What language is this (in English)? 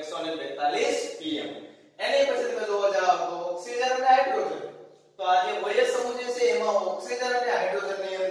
Gujarati